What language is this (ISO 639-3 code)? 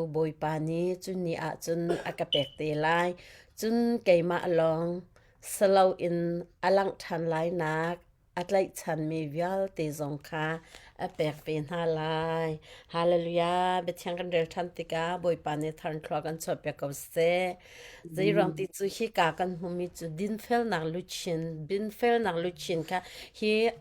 cnh